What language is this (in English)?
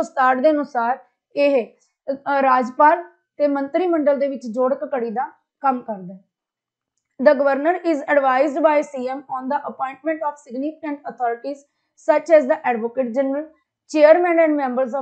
Punjabi